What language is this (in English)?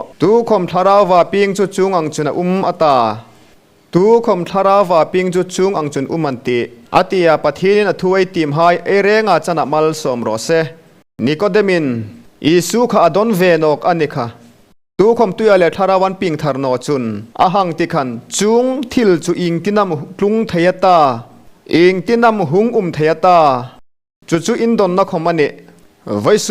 Hmar